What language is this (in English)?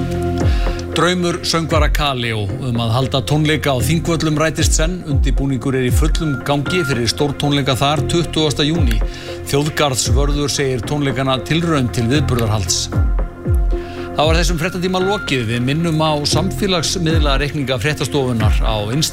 Icelandic